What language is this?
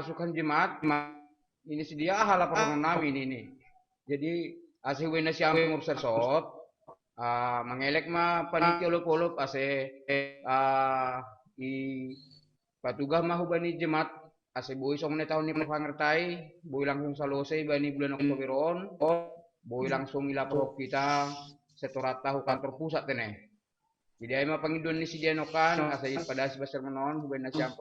Batak Simalungun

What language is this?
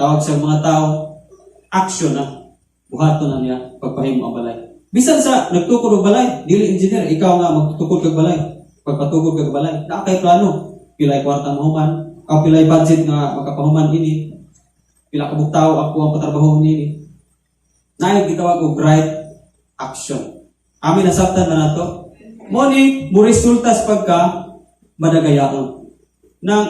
Cebuano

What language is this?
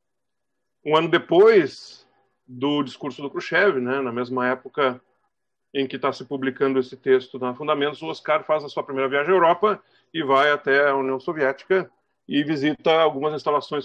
Portuguese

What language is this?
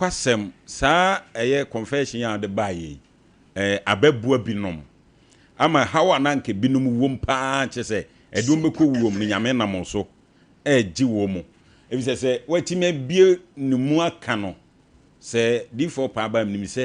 Akan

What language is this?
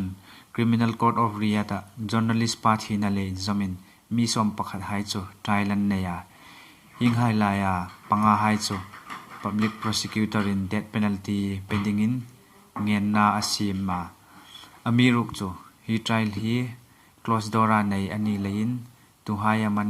Hmar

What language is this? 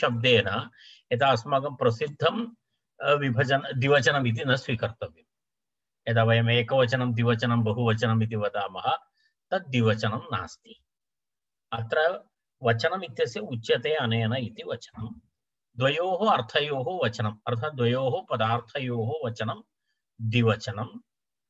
Sanskrit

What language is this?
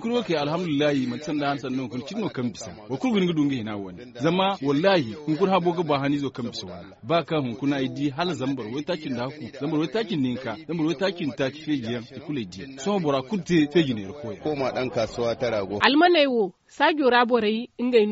Zarma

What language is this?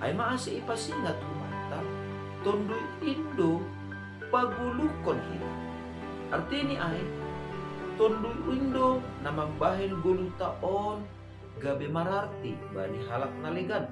Batak Simalungun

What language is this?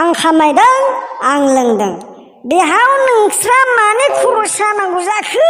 Bodo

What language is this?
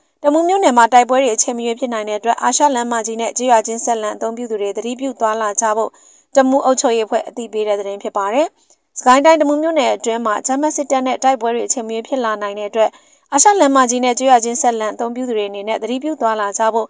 Burmese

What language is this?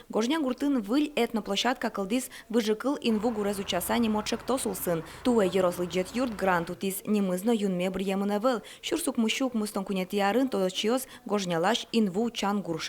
Udmurt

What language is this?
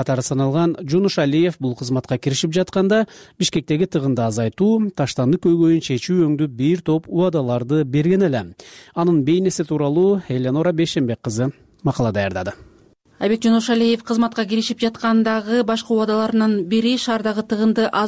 Kyrgyz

